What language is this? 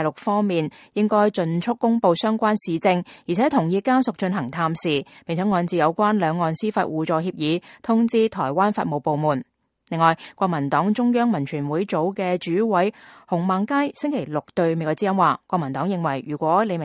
Cantonese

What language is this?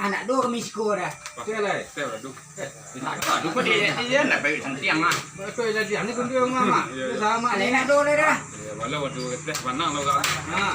Minangkabau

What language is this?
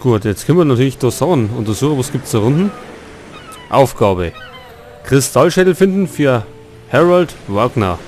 Bavarian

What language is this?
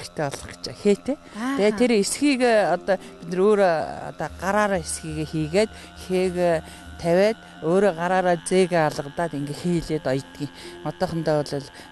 Mongolian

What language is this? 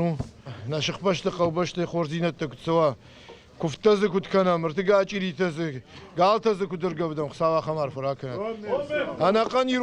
Ossetic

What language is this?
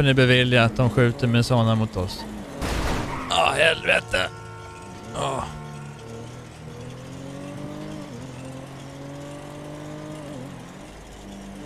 Swedish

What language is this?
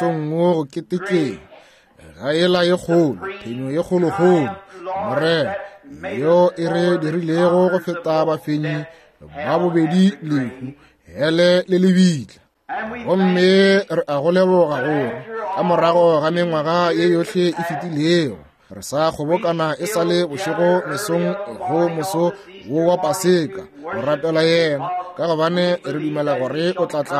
Northern Sotho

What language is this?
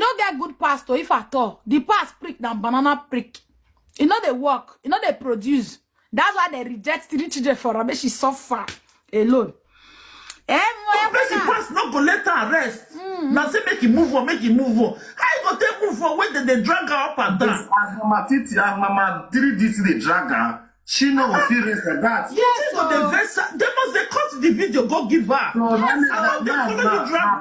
Nigerian Pidgin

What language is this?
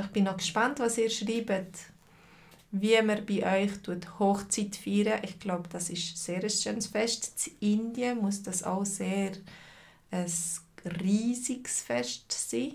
Swiss German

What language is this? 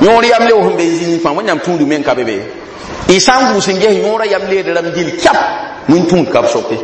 Mossi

